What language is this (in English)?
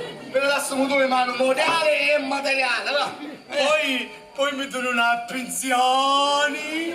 Sicilian